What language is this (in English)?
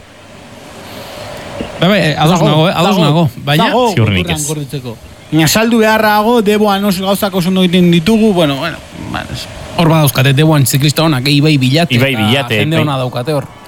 Basque